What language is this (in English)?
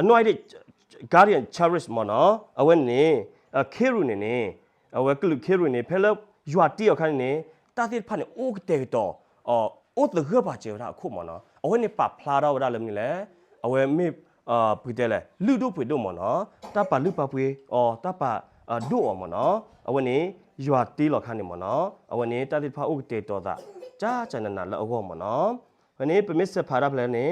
S'gaw Karen